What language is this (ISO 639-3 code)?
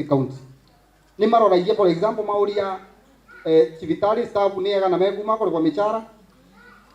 mer